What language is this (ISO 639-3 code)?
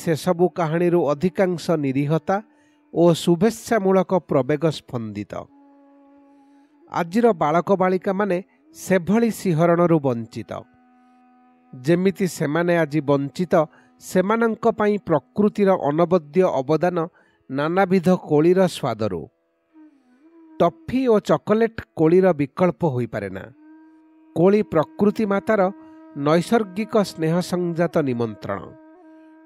ori